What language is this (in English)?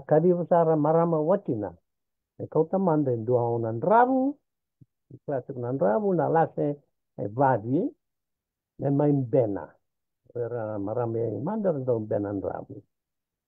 Fijian